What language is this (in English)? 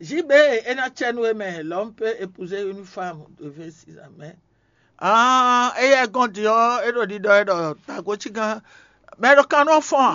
Fon